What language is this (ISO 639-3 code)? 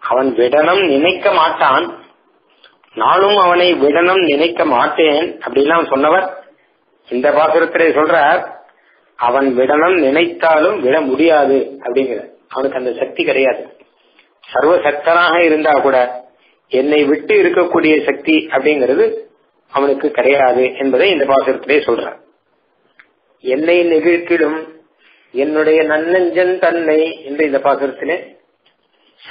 tam